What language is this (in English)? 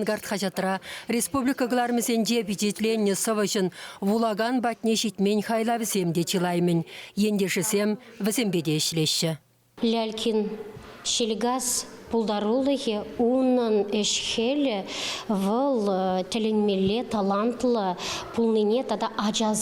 Chuvash